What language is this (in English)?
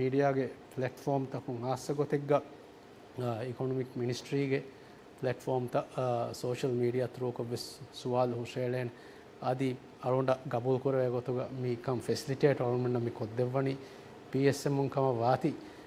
Divehi